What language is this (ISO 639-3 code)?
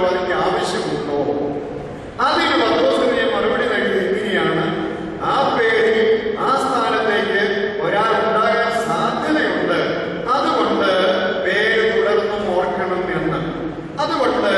mal